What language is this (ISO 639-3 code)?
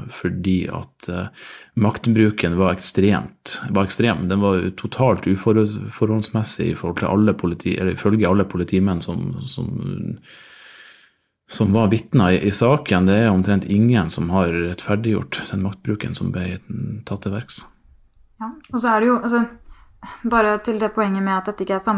nor